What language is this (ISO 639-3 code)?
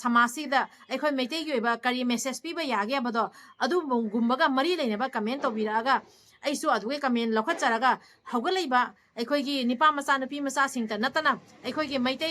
mni